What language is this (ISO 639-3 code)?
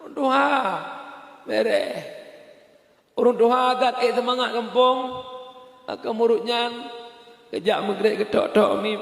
ace